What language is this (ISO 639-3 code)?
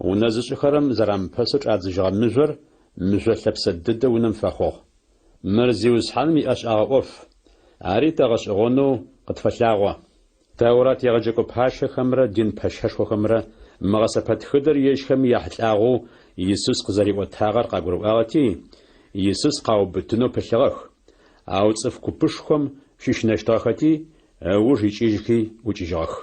ady